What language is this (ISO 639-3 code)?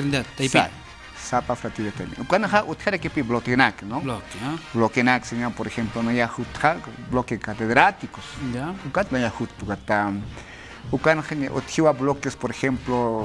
aym